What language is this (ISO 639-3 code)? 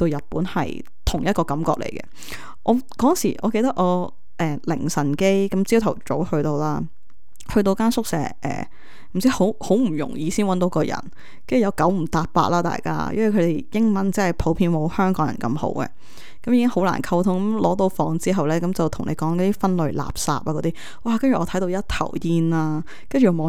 yue